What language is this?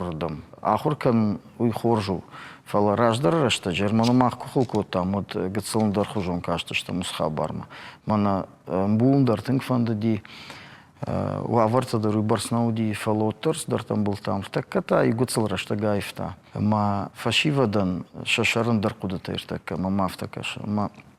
Ossetic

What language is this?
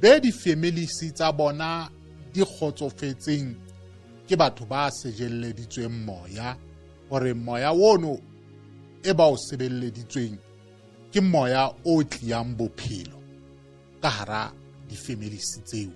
Southern Sotho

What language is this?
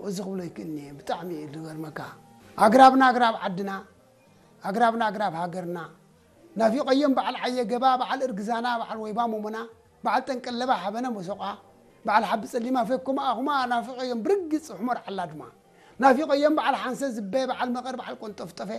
Tigrinya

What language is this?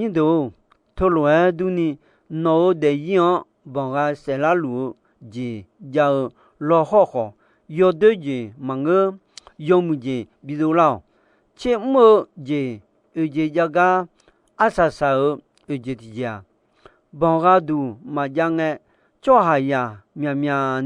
Akha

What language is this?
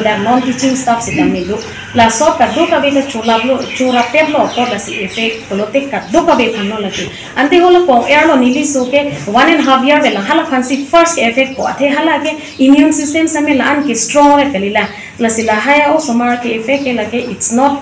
Karbi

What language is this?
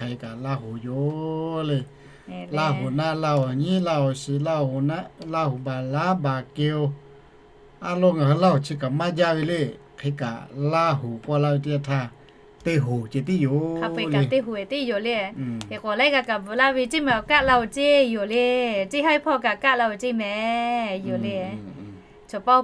Lahu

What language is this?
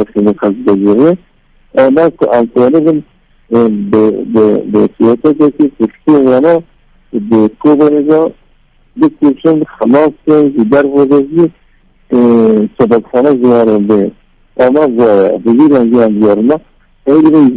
Kurdish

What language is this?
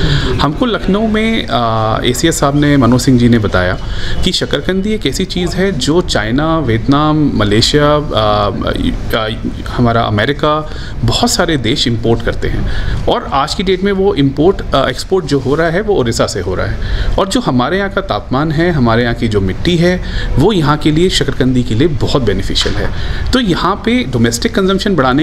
Hindi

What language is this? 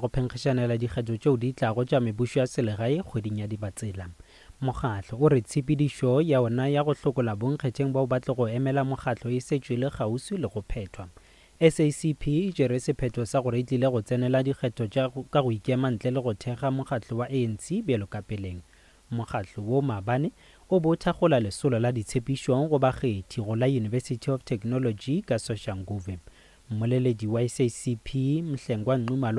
Northern Sotho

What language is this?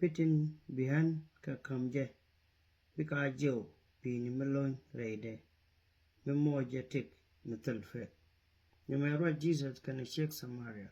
Nuer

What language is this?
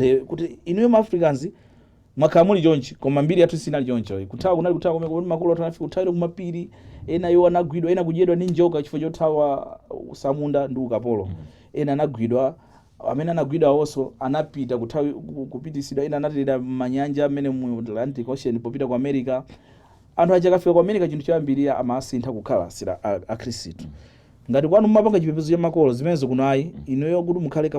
Nyanja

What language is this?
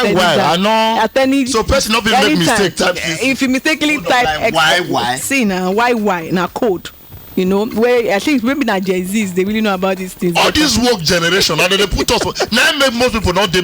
Nigerian Pidgin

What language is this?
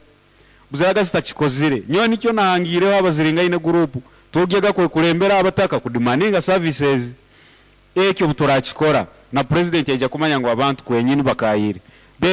Nyoro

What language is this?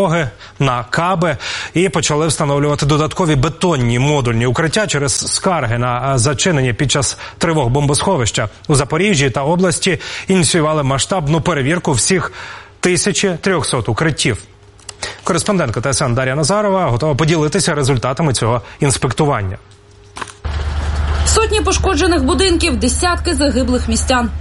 Ukrainian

